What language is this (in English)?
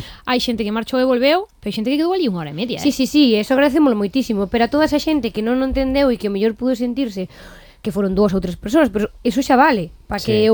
Galician